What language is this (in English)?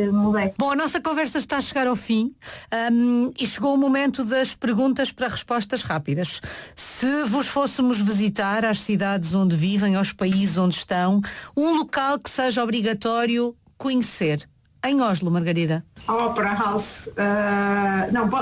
Portuguese